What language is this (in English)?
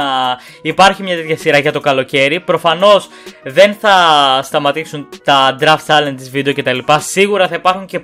Greek